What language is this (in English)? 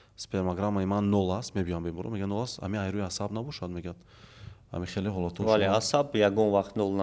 Tajik